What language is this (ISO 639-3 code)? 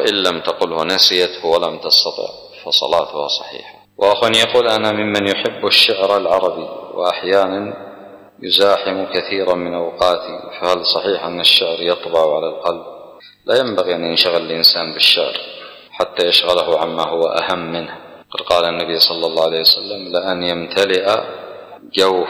ara